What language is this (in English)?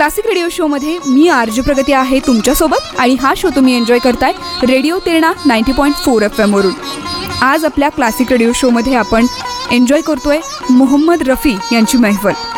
Marathi